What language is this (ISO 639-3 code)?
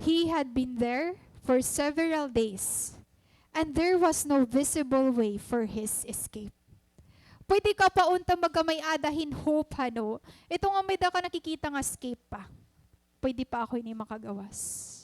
war